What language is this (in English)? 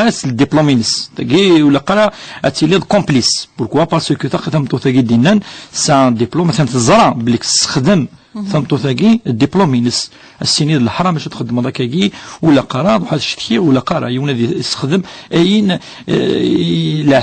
Kabyle